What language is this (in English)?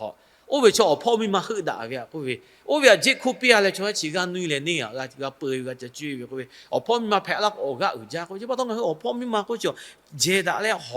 Lahu